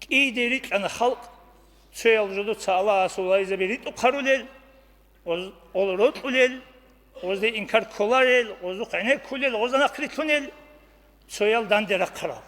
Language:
Avaric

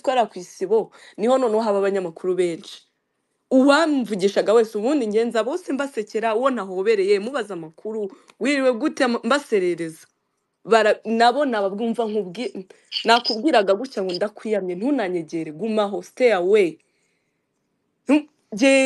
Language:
Kinyarwanda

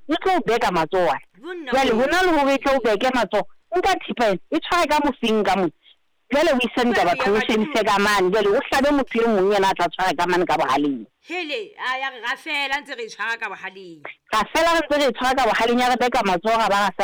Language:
Southern Sotho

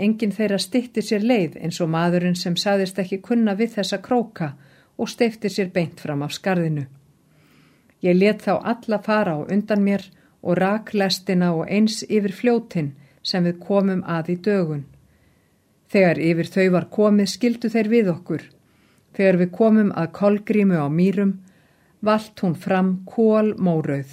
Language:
Icelandic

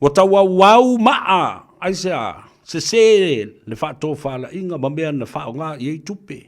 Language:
Samoan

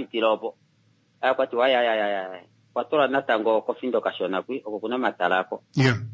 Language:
Kuanyama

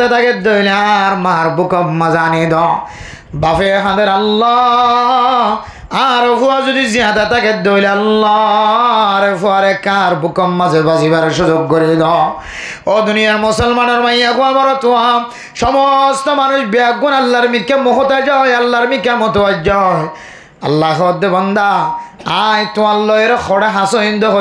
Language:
Rohingya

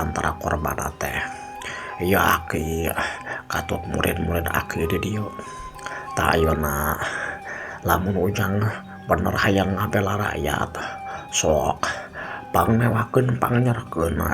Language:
Sundanese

